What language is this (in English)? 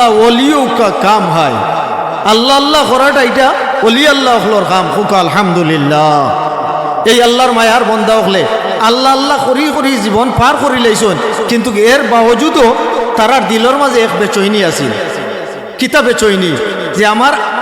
Sylheti